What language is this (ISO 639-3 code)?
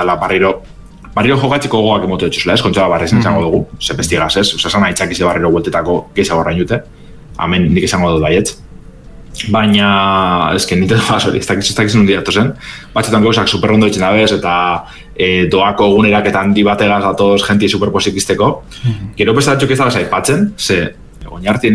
eus